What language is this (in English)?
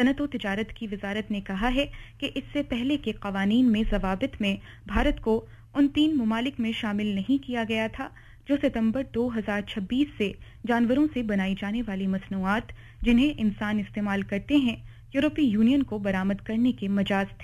Urdu